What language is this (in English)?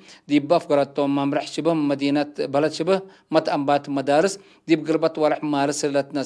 Tigre